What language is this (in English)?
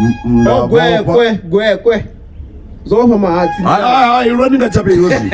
Venda